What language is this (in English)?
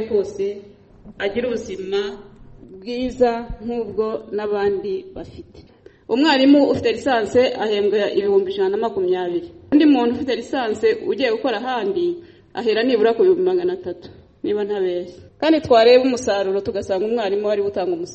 Kinyarwanda